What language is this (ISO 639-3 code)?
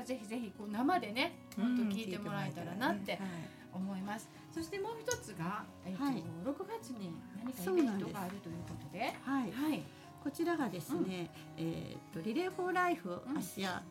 jpn